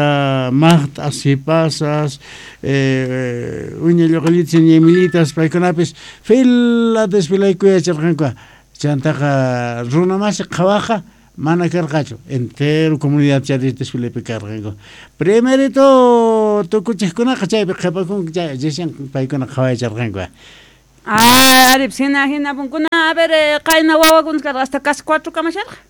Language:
South Bolivian Quechua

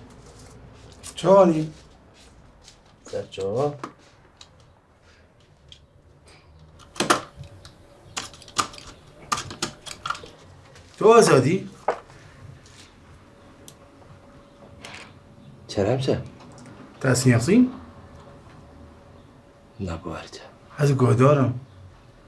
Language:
Kurdish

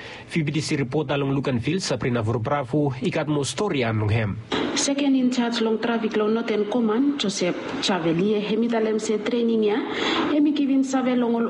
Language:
Bislama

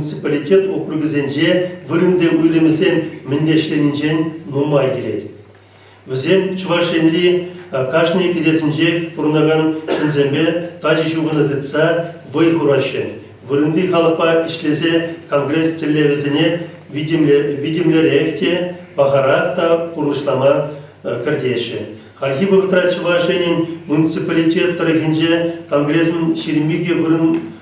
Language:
Chuvash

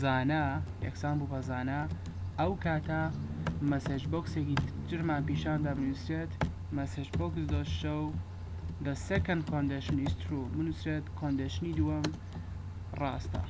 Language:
Central Kurdish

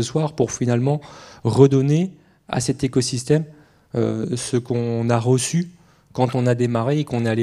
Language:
French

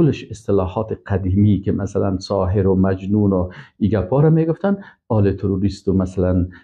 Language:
Persian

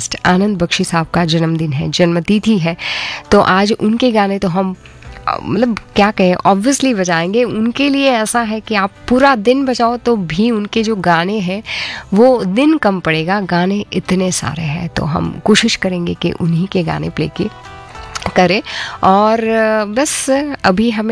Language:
Hindi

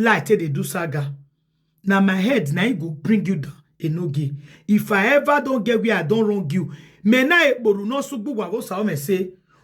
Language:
Nigerian Pidgin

